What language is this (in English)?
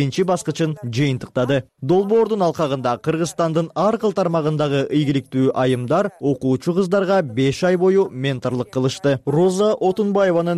Kyrgyz